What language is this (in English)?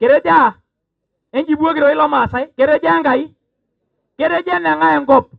Masai